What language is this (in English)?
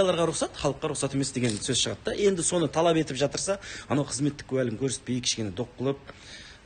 Kazakh